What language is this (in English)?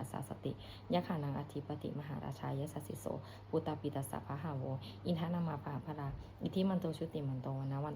Pali